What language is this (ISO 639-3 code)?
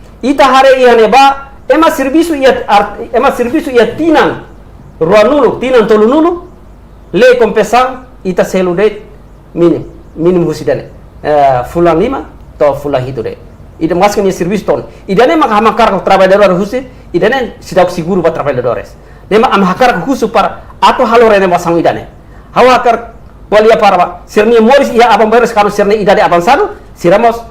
tet